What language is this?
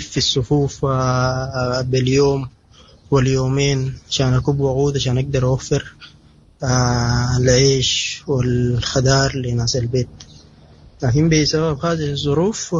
Sudanese Arabic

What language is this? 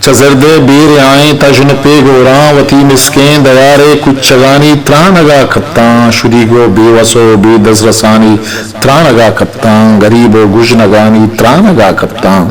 Eastern Balochi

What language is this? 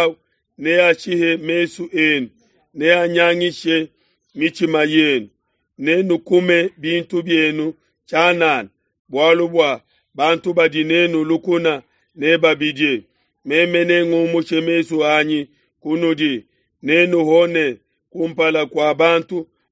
Luba-Lulua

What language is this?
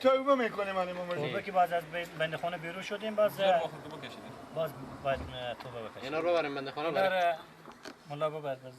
Persian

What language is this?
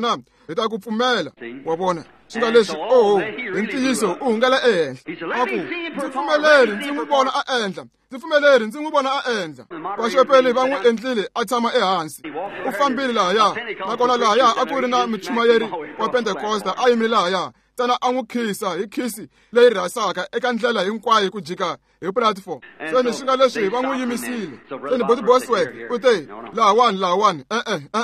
Tsonga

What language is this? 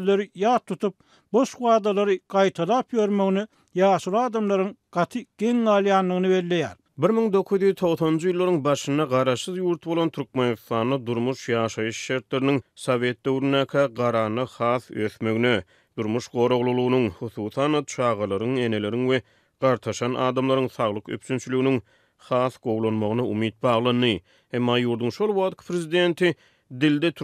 Turkmen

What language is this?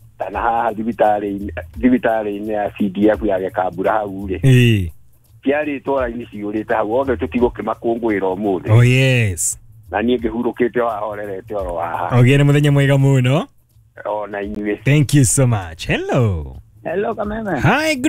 Kikuyu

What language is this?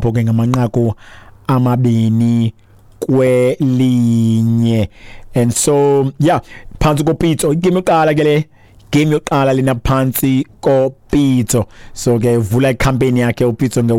Xhosa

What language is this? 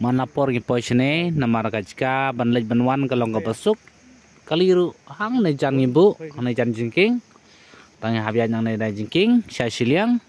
Khasi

